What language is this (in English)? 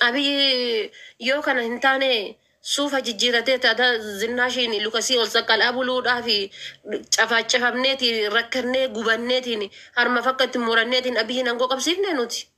Oromo